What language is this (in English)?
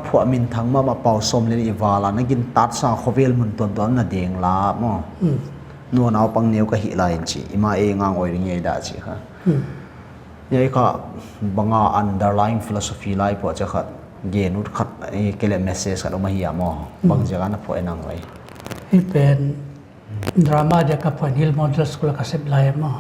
Paite Chin